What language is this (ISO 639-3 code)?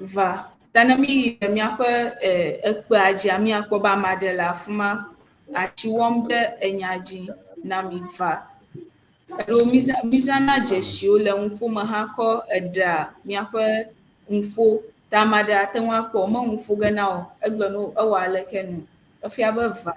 ewe